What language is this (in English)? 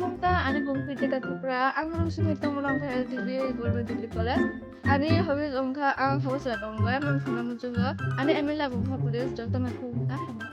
Kok Borok